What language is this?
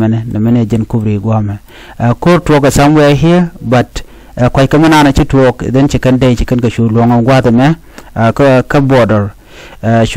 Nuer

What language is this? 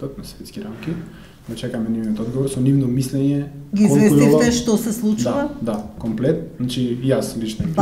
Macedonian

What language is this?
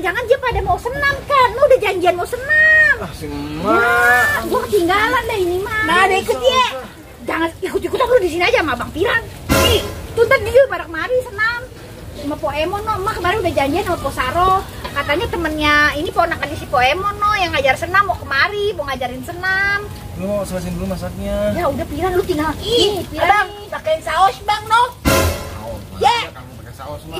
Betawi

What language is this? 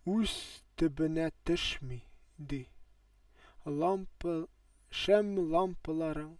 Tatar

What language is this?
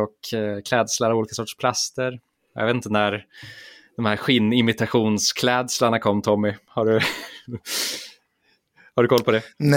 Swedish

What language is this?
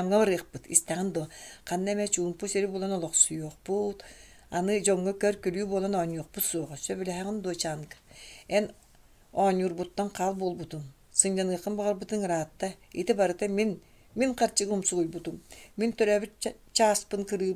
Yakut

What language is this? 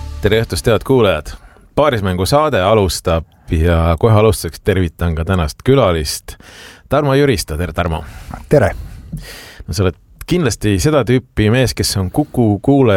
Estonian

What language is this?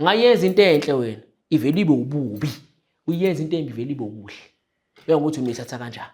Zulu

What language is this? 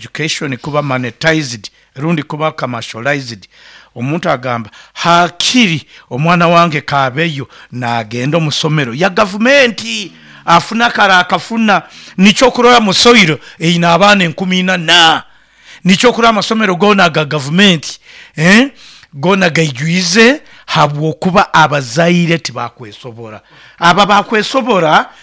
Nyoro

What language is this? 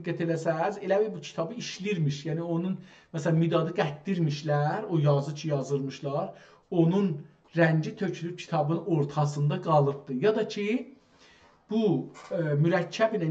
South Azerbaijani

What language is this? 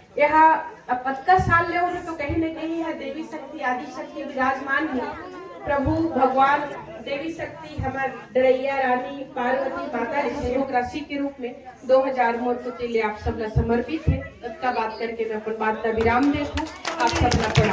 Chhattisgarhi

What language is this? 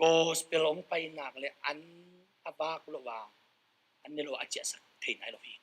Tedim Chin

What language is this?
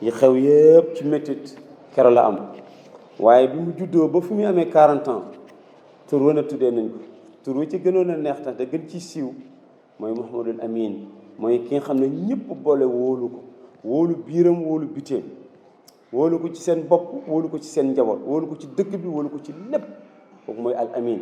Wolof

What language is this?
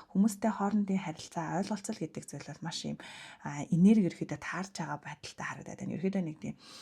Mongolian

